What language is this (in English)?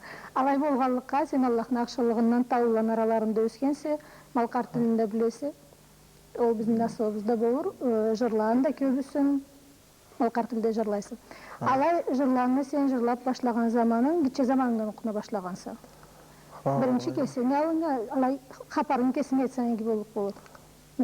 Karachay-Balkar